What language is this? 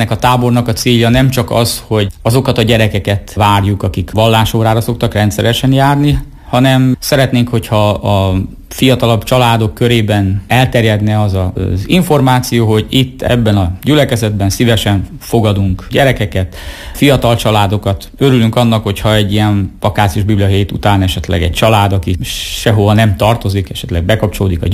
Hungarian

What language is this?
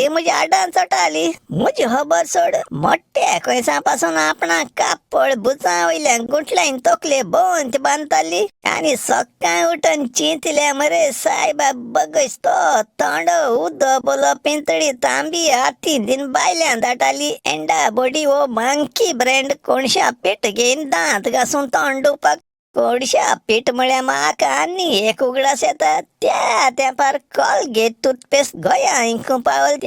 Konkani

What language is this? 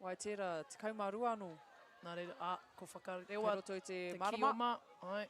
Māori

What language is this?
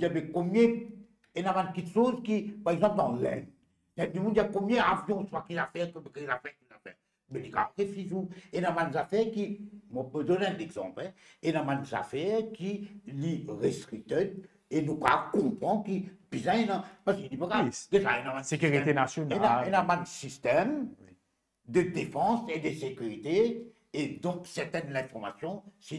Morisyen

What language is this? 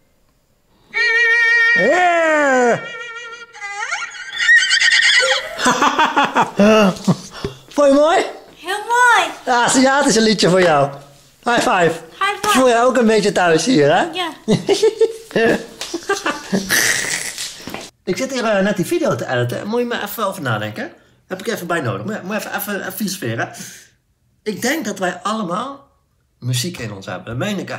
Dutch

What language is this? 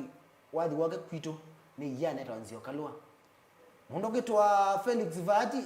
Kamba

